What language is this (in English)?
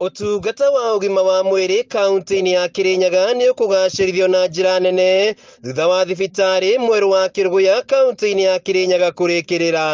Kikuyu